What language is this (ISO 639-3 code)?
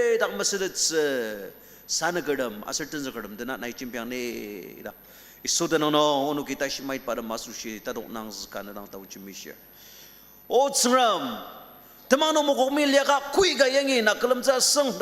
njo